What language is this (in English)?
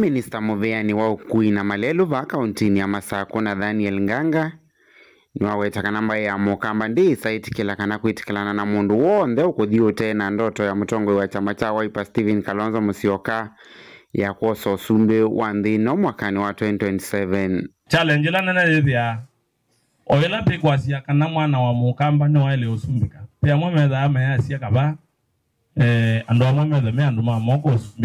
Kamba